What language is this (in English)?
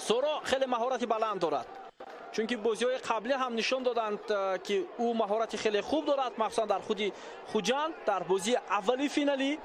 Tajik